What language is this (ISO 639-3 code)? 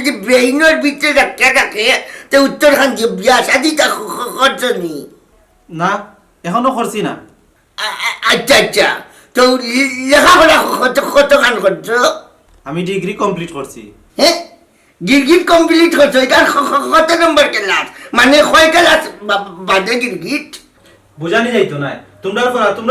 syl